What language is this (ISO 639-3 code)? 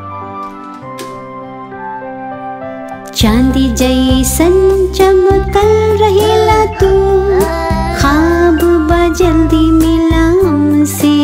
bho